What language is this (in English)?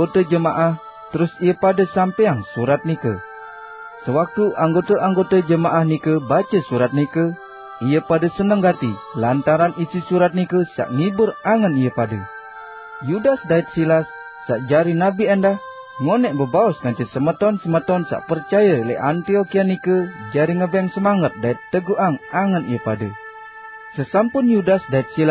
Sasak